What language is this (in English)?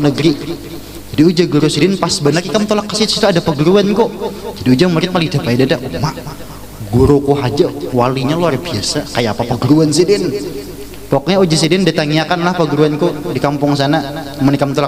Banjar